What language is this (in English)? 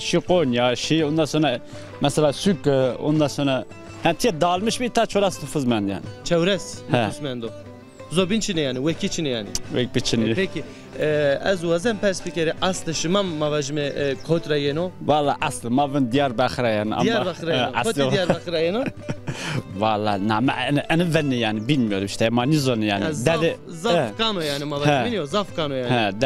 Zaza